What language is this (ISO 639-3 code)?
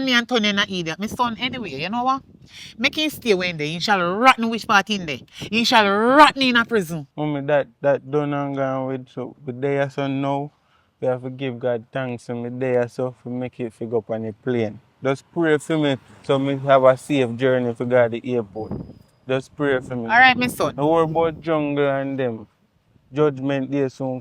jam